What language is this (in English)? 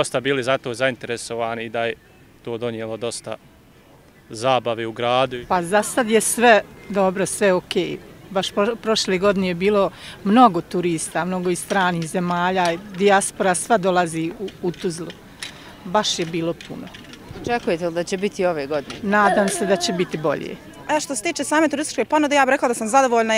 Bosnian